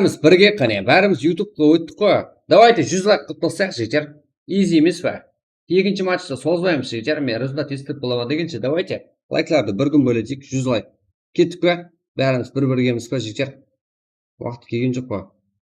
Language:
Kara-Kalpak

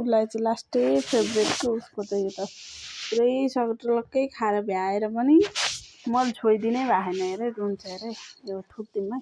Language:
Nepali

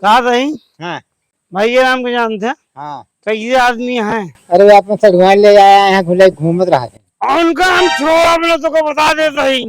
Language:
Awadhi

